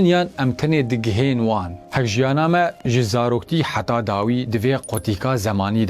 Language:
Kurdish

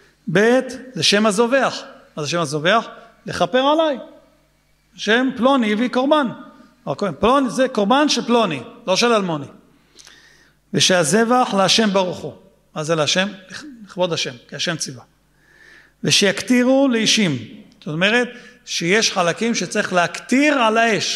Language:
Hebrew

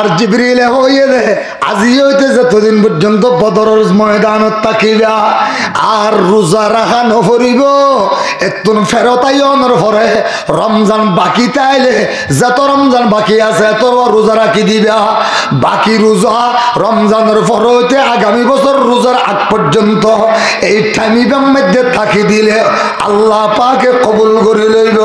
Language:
Rohingya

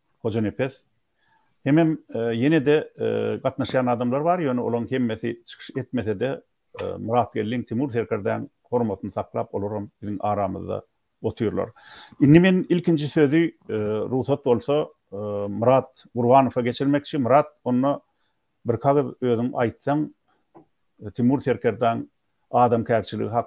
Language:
Turkmen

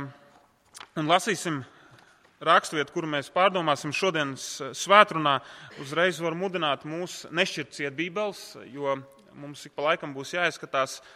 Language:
Latvian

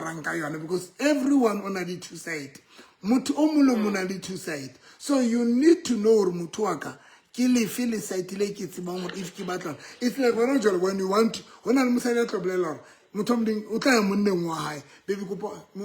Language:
Southern Sotho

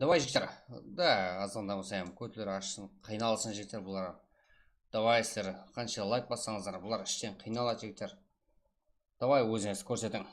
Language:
Kara-Kalpak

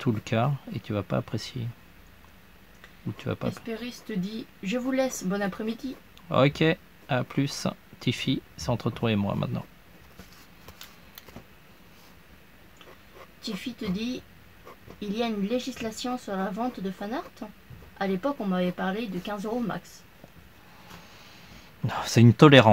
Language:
French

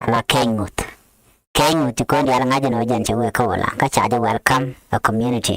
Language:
Nuer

